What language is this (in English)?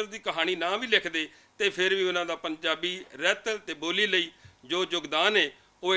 Western Panjabi